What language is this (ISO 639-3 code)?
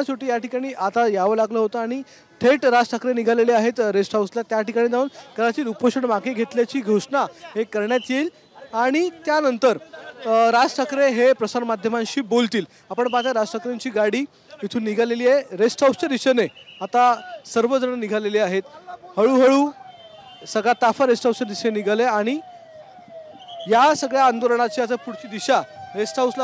mar